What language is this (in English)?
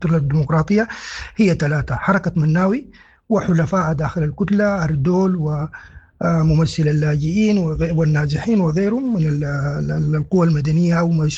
Sudanese Arabic